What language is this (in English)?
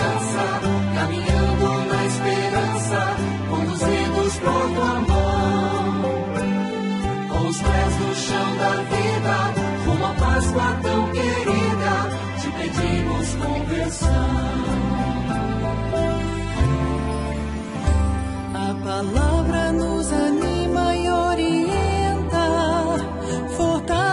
Portuguese